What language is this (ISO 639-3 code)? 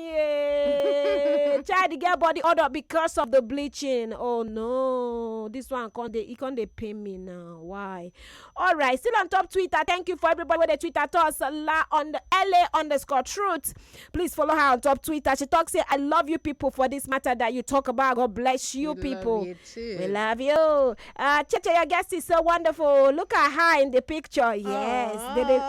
pcm